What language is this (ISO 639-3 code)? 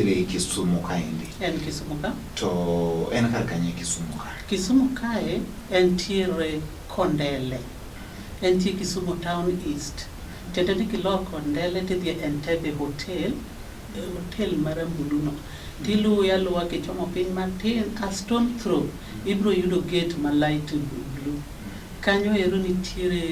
luo